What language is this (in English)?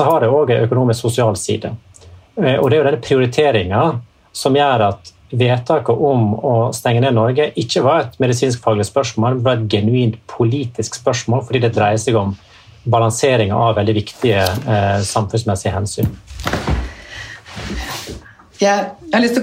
Norwegian